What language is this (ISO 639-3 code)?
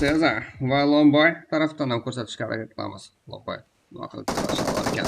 kaa